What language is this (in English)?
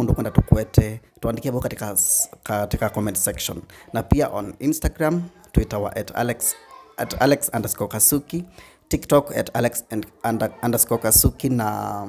Kamba